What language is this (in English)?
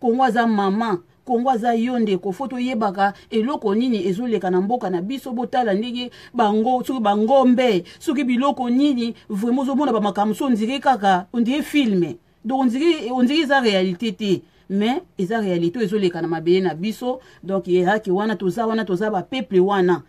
Lingala